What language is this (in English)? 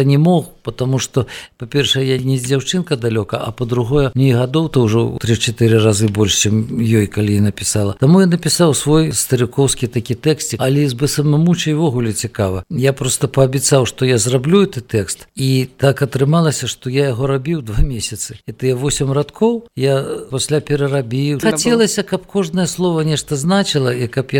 Belarusian